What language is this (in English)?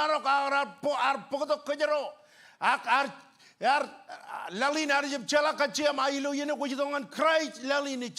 Marshallese